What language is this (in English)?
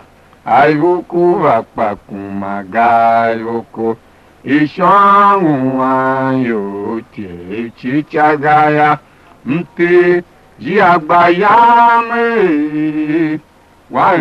Tiv